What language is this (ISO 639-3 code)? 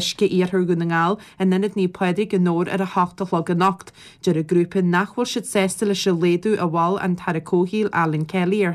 gle